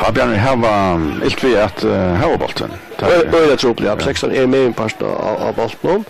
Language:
Faroese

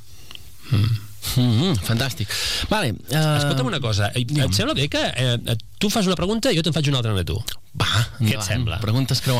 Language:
Catalan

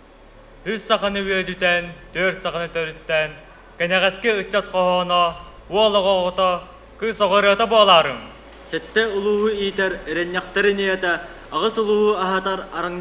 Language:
Yakut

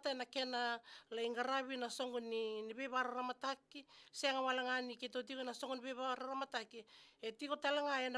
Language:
Fijian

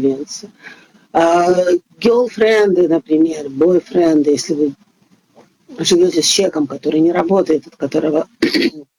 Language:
Russian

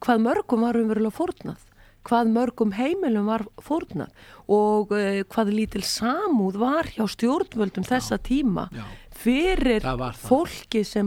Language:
Icelandic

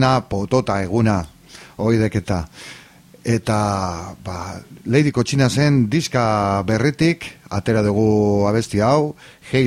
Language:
Basque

